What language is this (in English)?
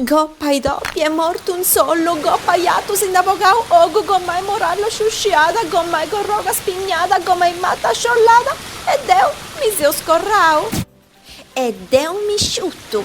Sardinian